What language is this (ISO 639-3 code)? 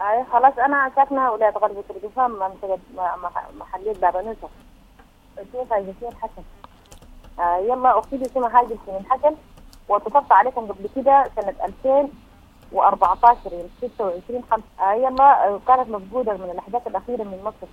apd